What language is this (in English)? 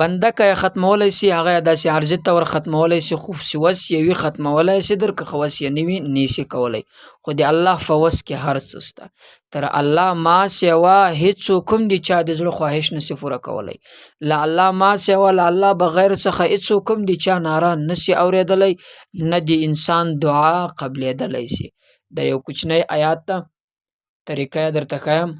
Pashto